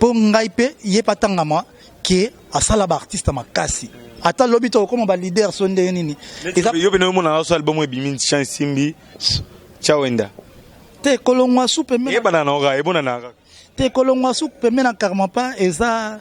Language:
Lingala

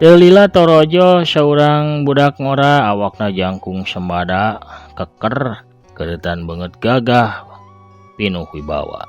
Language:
Sundanese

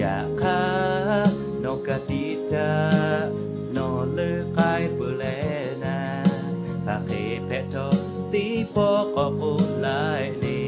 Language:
Lahu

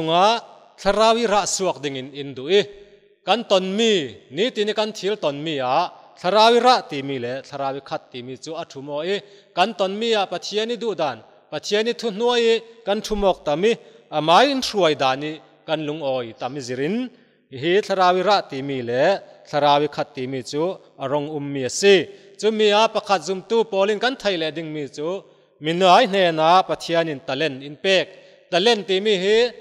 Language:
Falam Chin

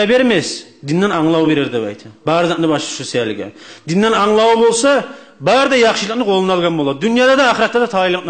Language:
Kumyk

